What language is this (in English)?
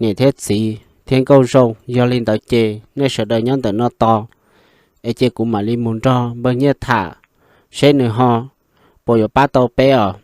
Hmong